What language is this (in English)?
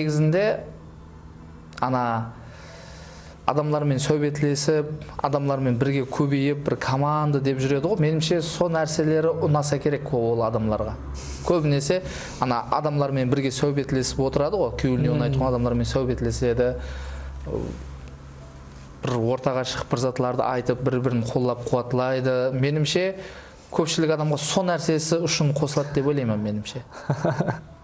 Kara-Kalpak